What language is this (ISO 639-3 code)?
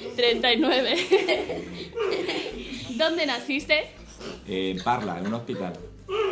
spa